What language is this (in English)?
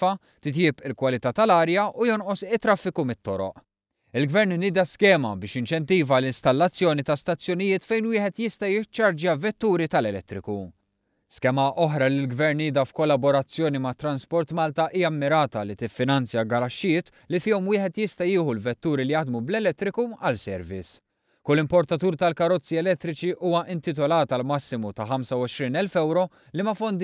Maltese